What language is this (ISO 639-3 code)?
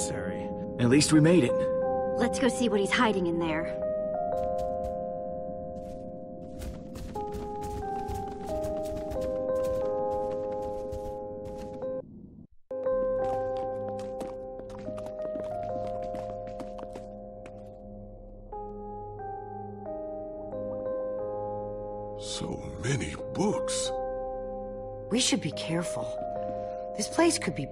eng